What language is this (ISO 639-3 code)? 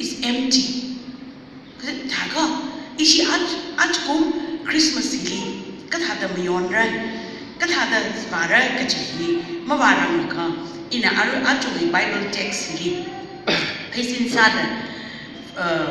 nmf